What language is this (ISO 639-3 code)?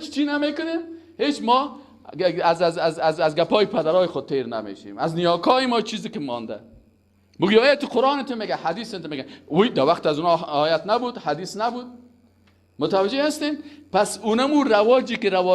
fas